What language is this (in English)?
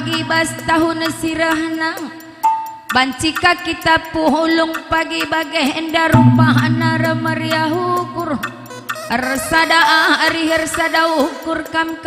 Batak Karo